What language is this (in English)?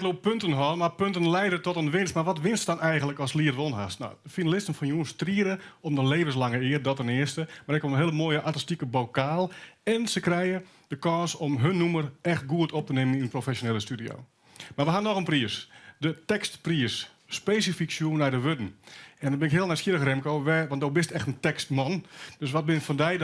Western Frisian